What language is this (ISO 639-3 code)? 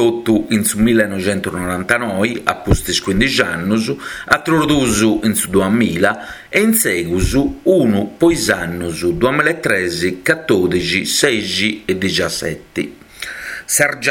srd